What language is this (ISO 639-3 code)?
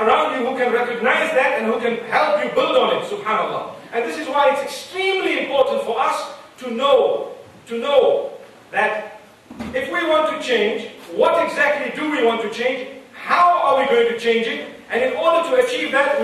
eng